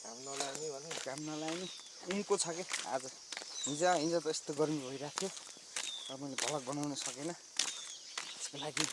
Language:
Nepali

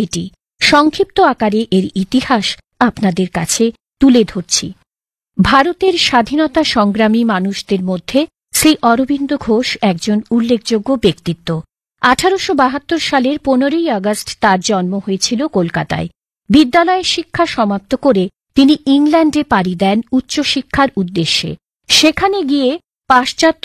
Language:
Bangla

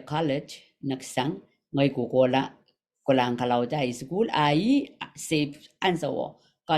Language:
Pohnpeian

